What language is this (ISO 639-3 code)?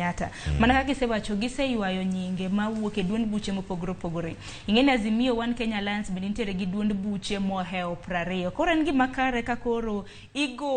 luo